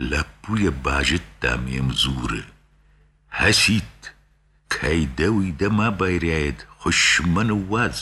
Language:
Ossetic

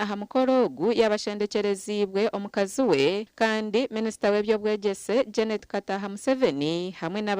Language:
Nyankole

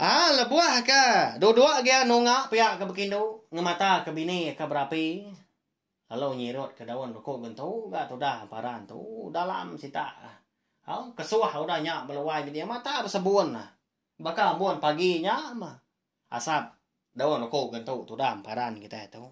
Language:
Iban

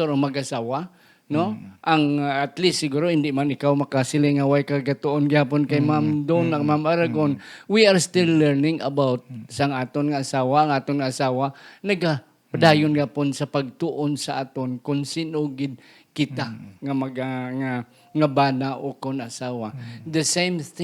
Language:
Hiligaynon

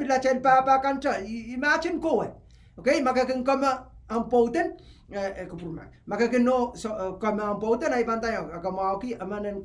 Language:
Pohnpeian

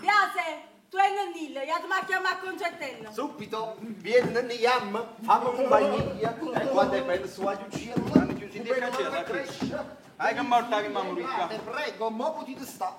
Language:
Neapolitan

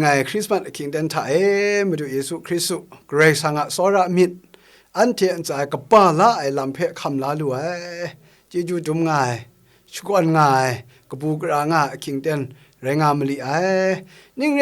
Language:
Kachin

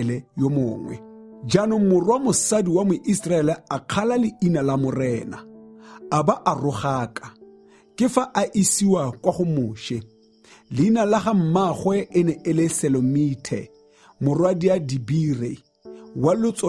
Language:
Tswana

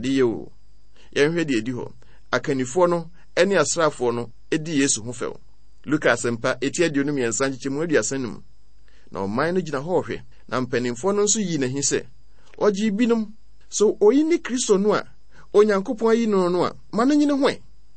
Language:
Akan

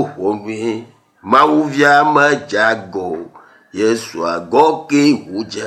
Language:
Ewe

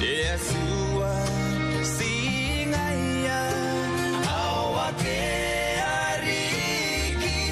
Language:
Gilbertese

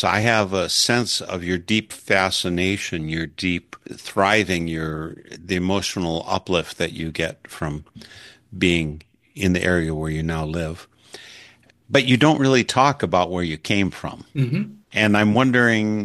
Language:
English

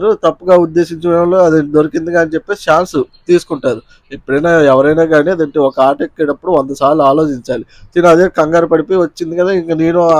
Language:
Telugu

